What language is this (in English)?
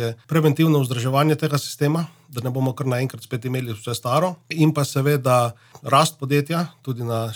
Slovenian